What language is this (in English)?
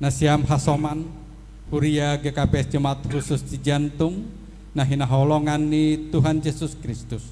Batak Simalungun